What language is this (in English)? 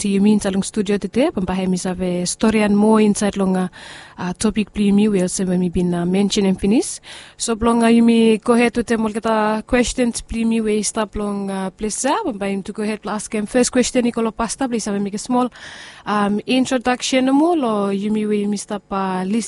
Bislama